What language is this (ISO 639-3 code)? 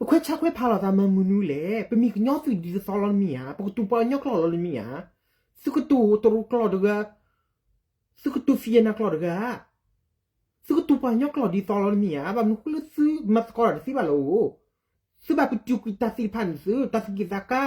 ksw